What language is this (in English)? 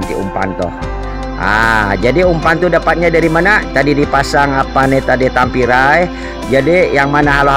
Banjar